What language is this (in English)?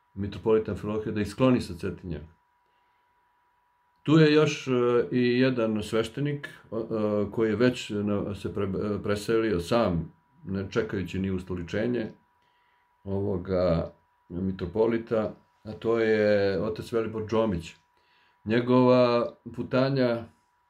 Serbian